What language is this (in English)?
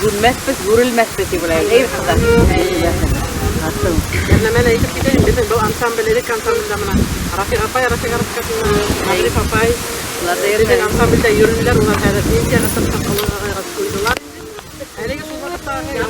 Bashkir